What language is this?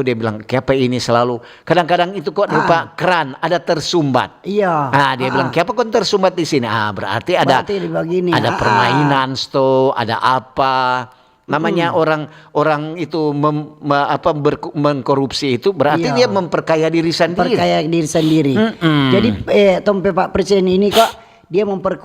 Manado Malay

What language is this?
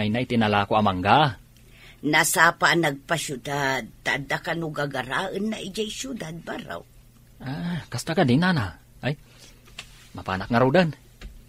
Iloko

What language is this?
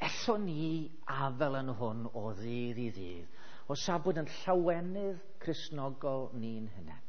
Welsh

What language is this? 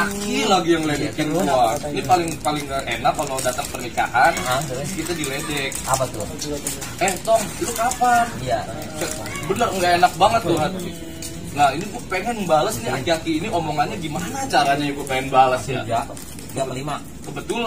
Betawi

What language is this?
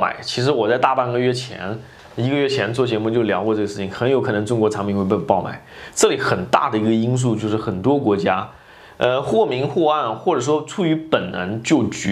Chinese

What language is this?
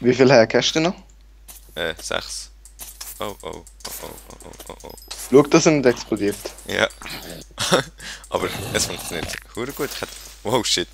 Swiss German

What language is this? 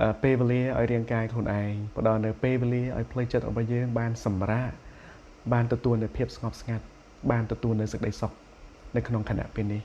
Khmer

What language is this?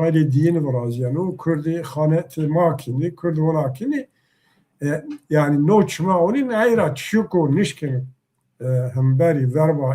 Zaza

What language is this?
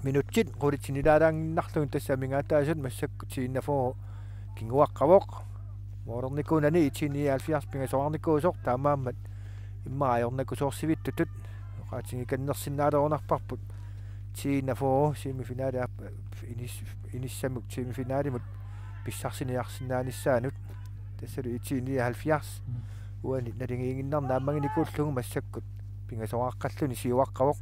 Kalaallisut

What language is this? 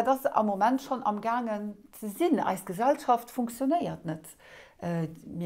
Luxembourgish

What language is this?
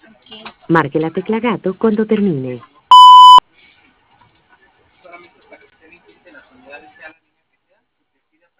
Spanish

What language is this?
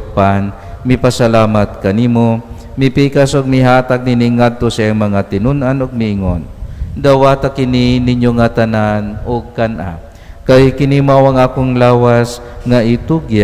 Cebuano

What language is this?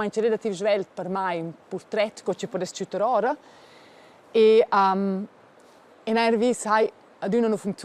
Romansh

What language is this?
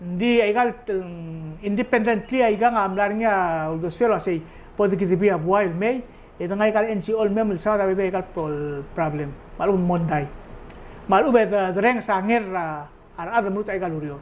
Palauan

